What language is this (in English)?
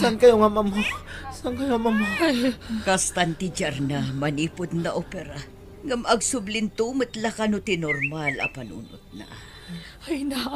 Iloko